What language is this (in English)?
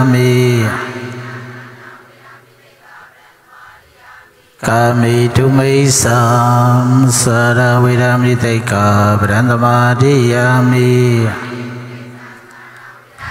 Burmese